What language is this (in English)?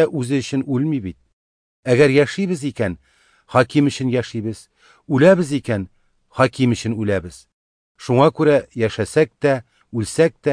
Tatar